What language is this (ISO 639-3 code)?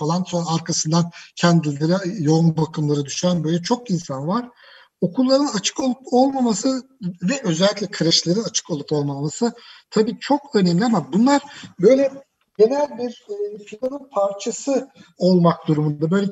tur